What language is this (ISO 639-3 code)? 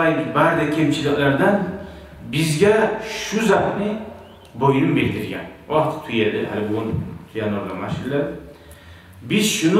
kum